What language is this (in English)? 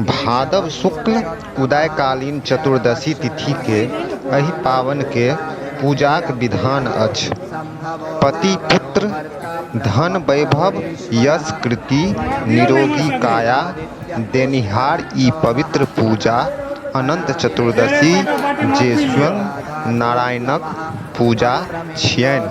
Maithili